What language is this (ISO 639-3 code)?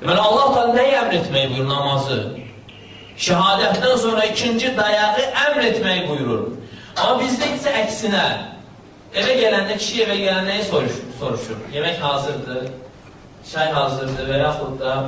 aze